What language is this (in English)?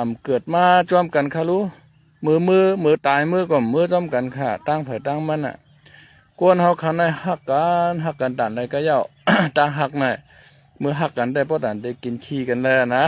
Shan